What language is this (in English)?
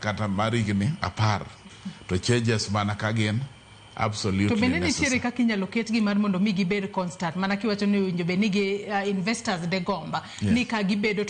Luo (Kenya and Tanzania)